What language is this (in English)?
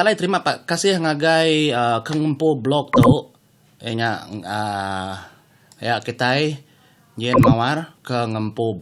Iban